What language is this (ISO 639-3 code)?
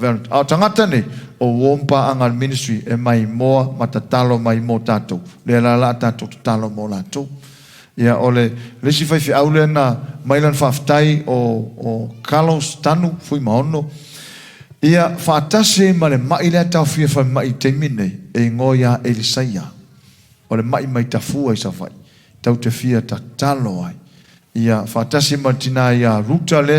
smo